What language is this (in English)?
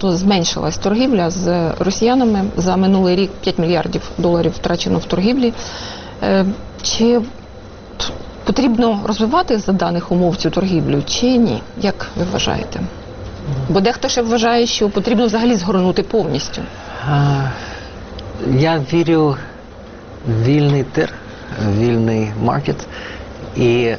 Ukrainian